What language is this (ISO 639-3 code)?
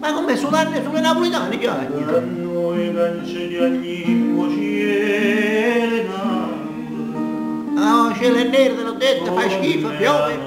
nap